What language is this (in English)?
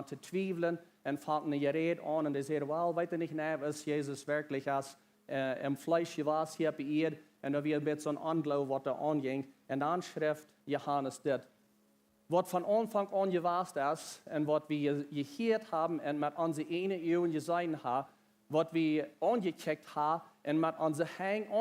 Plautdietsch